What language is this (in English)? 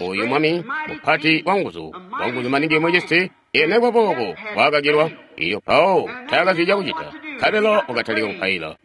Tonga (Zambia)